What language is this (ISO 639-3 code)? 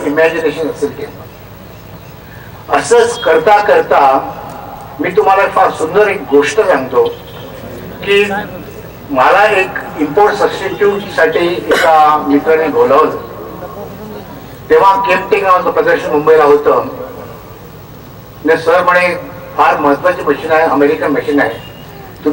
mar